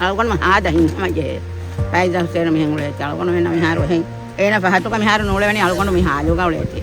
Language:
Divehi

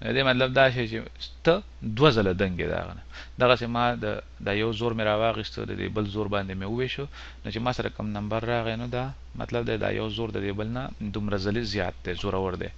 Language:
Pashto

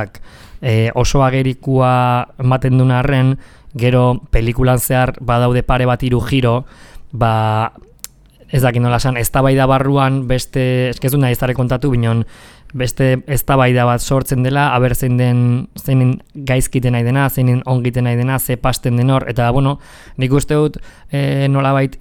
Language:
Basque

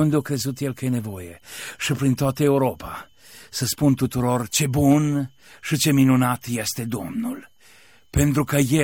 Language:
Romanian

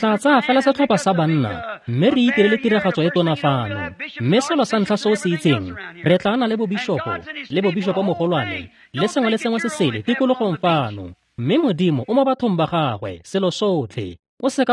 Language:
Tswana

